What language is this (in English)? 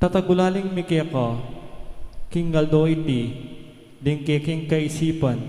Pampanga